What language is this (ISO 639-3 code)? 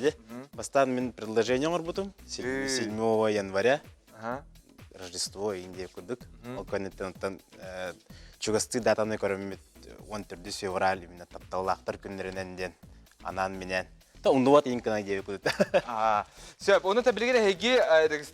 sah